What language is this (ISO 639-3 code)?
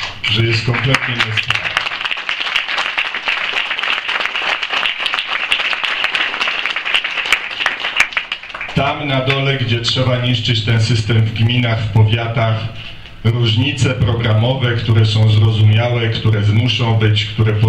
pol